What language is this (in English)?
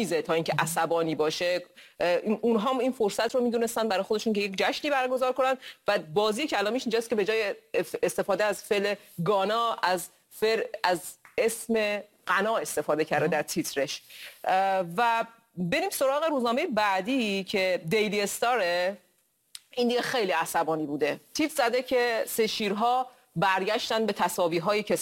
Persian